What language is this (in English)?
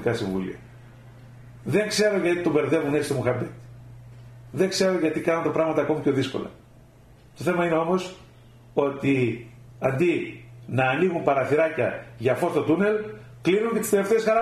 Greek